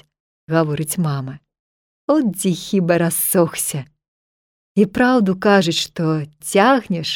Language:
Belarusian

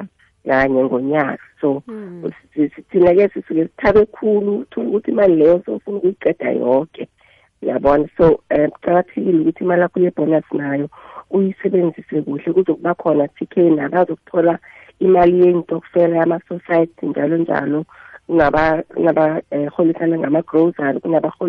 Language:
South Ndebele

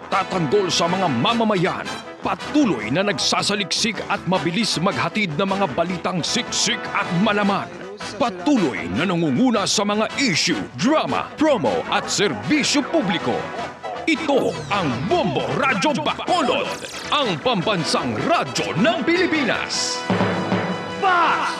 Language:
Hiligaynon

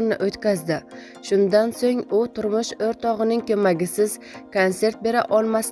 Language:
Uzbek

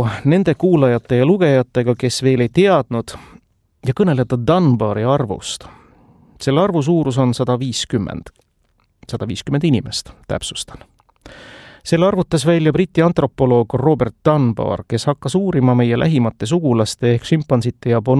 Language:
Estonian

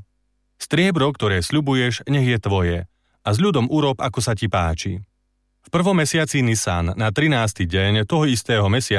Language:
Slovak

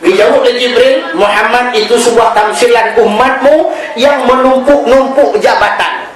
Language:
Achinese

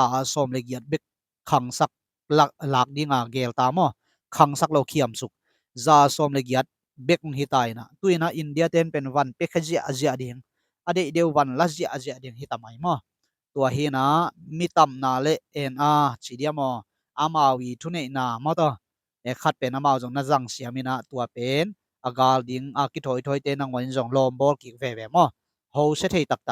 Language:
Tedim Chin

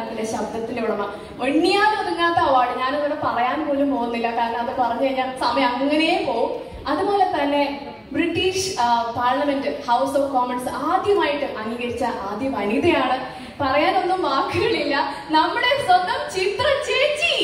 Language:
Malayalam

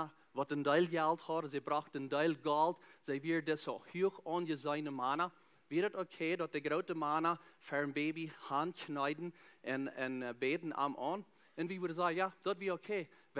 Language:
Plautdietsch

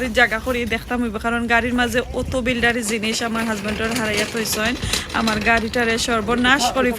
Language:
Sylheti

